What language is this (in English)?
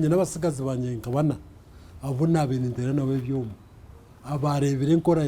Nyankole